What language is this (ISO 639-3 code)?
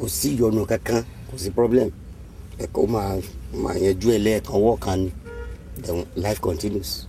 yor